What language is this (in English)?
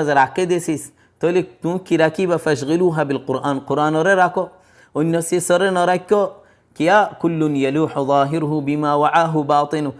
Rohingya